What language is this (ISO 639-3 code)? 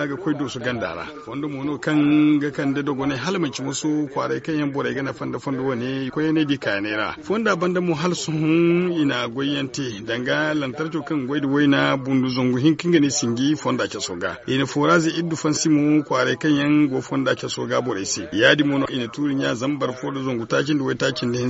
dje